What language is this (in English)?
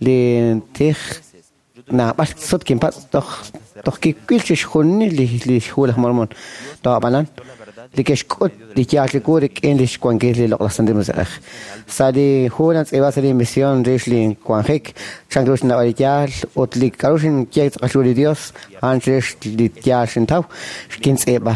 Kekchí